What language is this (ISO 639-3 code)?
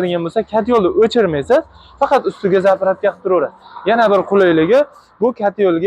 uzb